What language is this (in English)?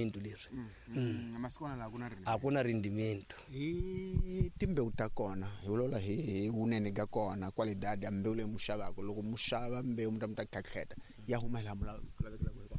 Tsonga